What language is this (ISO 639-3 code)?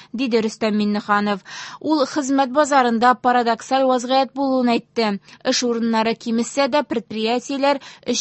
tat